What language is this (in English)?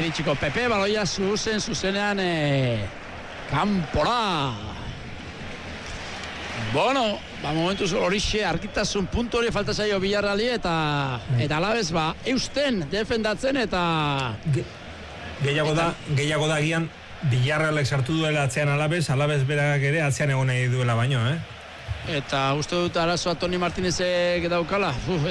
Basque